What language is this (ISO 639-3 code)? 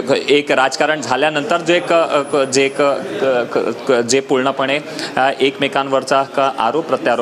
mar